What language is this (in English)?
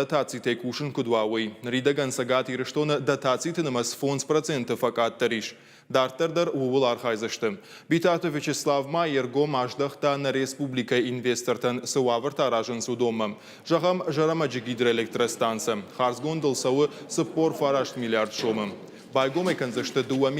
Ossetic